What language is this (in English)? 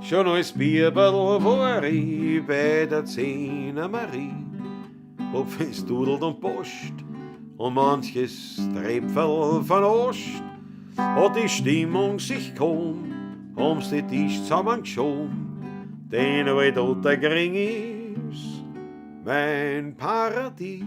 Bavarian